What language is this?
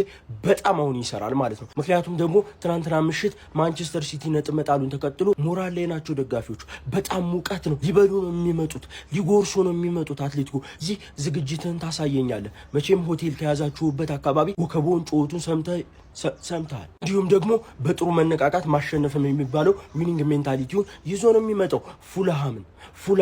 Amharic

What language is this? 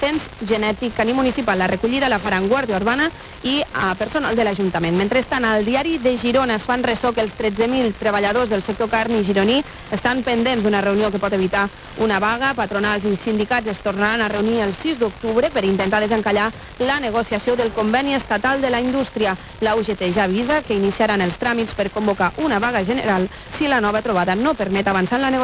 Catalan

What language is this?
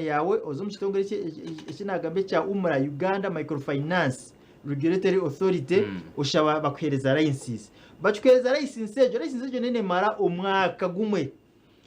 Nyankole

